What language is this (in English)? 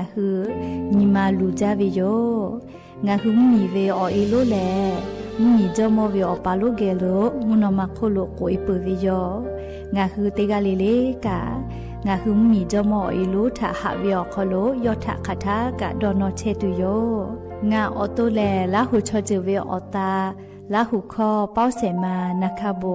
Lahu